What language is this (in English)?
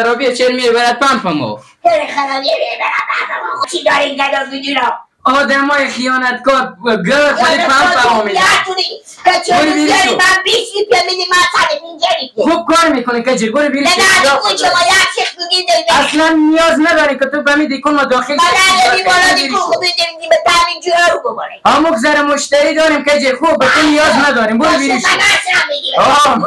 Persian